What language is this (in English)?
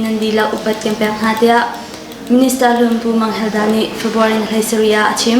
Hakha Chin